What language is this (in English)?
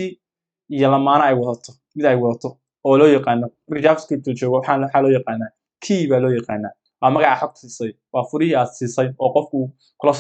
Somali